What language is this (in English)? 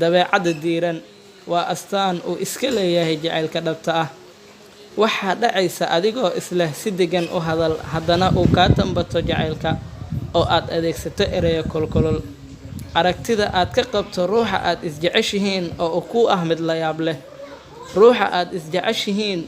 Somali